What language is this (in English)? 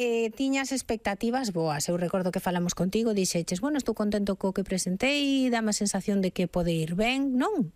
Galician